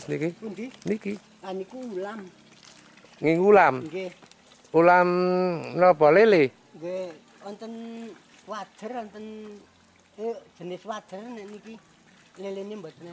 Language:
Javanese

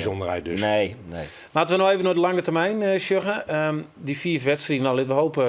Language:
Western Frisian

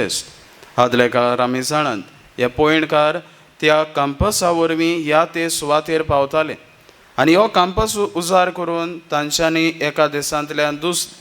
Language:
Konkani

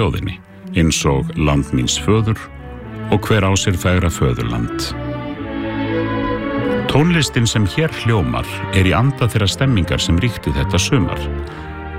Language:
Icelandic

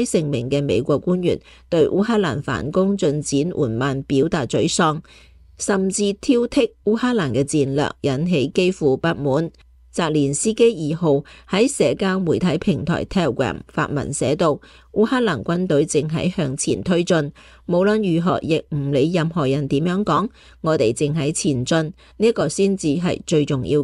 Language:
Cantonese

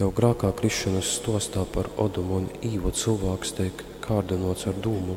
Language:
Latgalian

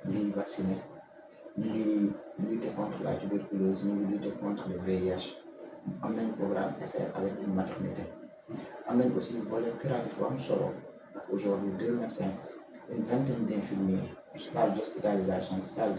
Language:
Wolof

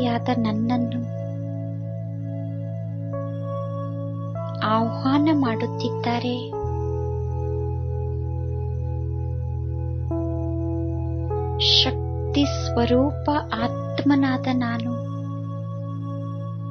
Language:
Kannada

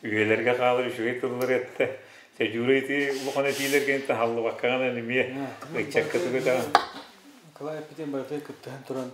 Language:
Yakut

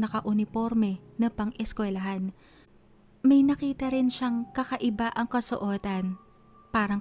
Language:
Filipino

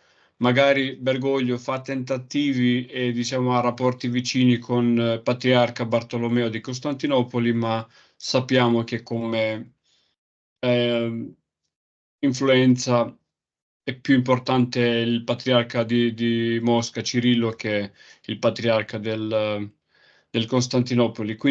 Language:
Italian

